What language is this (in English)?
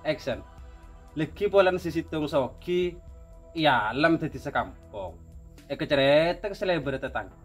Madurese